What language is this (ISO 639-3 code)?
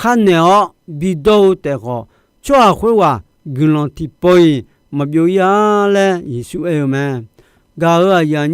ahk